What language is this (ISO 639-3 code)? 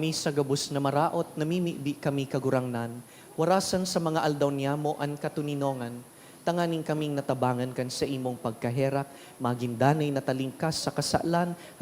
bik